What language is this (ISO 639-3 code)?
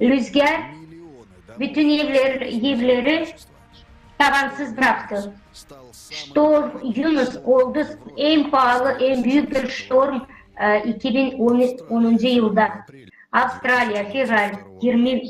gag